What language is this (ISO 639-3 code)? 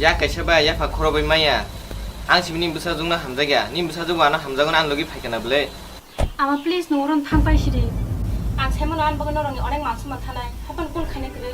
trp